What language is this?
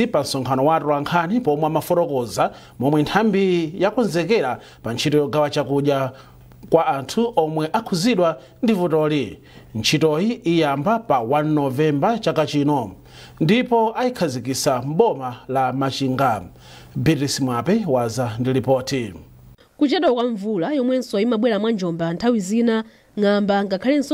Nyanja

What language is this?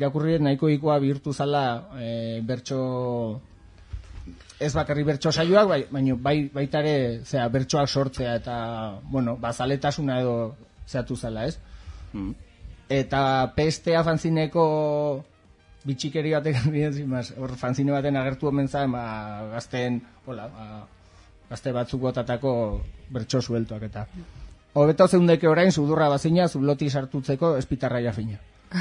Basque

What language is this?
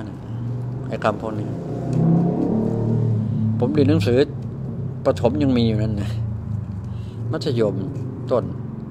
Thai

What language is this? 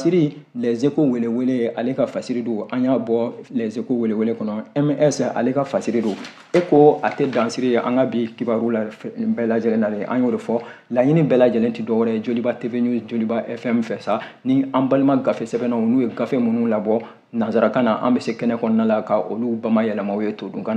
Bambara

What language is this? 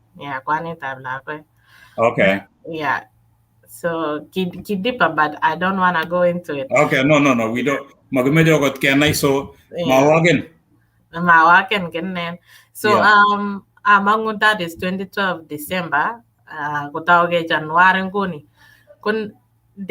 Kalenjin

